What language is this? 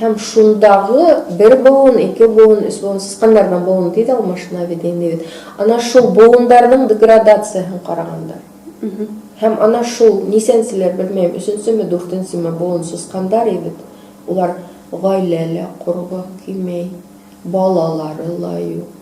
Bashkir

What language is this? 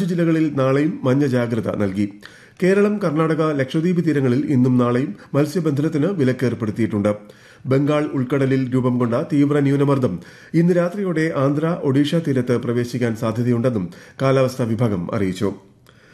Malayalam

